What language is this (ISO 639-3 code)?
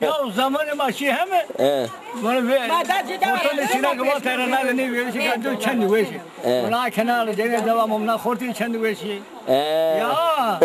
zza